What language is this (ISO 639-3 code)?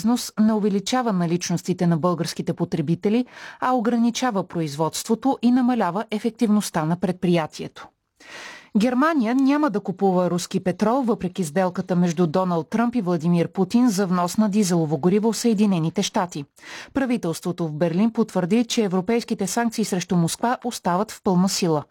bul